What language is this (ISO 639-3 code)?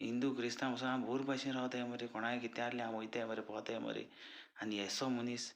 kok